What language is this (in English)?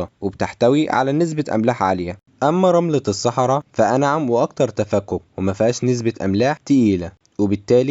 Egyptian Arabic